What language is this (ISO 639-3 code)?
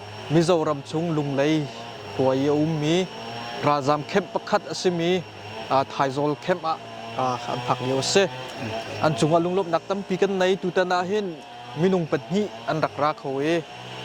cnh